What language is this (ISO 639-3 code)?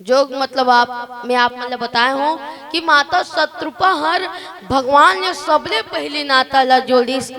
hne